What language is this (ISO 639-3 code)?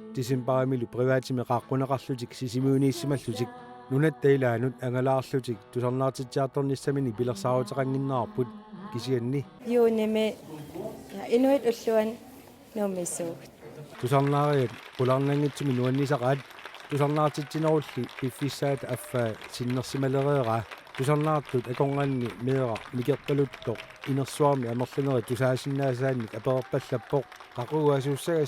kal